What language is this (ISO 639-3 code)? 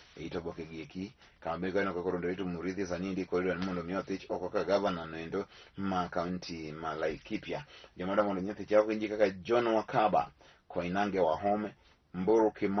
luo